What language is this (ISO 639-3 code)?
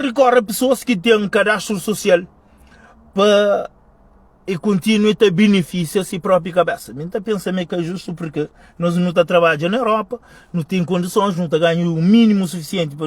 kea